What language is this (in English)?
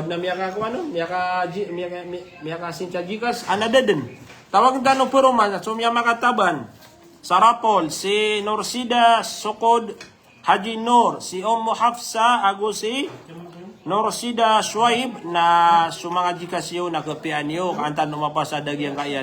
Maranao